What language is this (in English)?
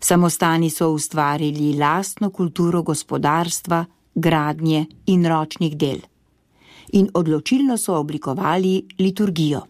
Slovenian